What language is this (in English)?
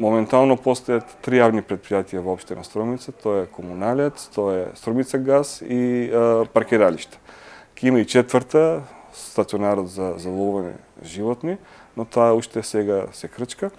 Macedonian